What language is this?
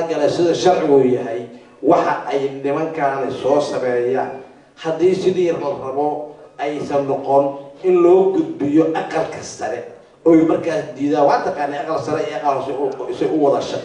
Somali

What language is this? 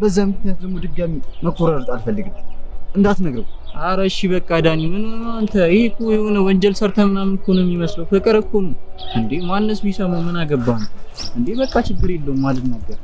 Amharic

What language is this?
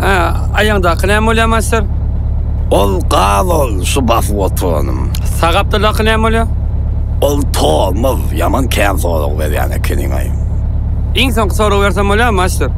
Turkmen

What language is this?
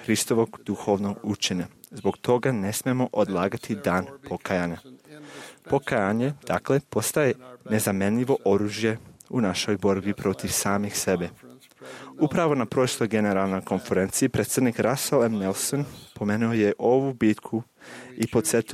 Serbian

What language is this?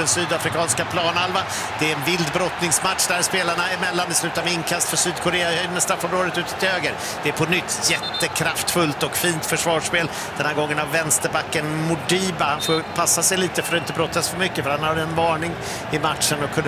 Swedish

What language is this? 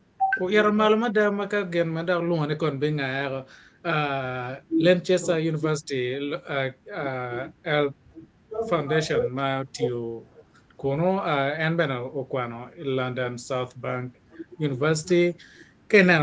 Acoli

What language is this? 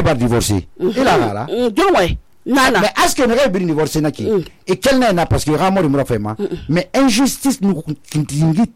Susu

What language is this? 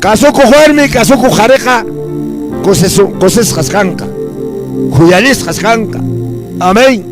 Quechua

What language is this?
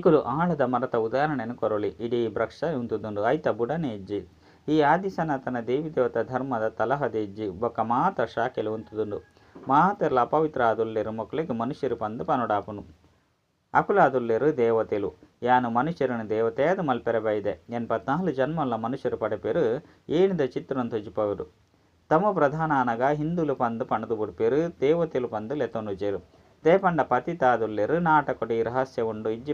Tulu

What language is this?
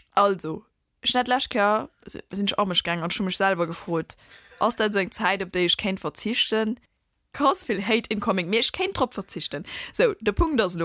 Luxembourgish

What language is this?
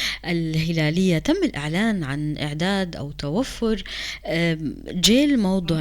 North Levantine Arabic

